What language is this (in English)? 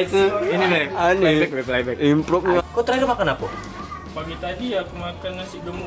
Musi